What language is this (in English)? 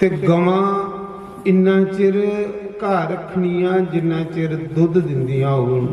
Dogri